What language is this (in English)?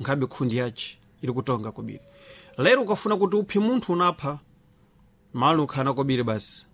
Sena